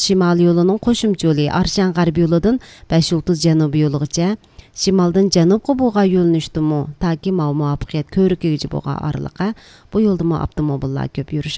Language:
Uyghur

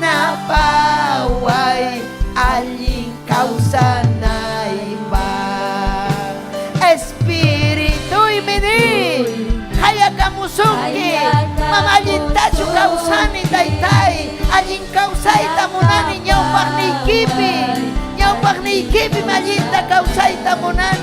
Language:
Ayacucho Quechua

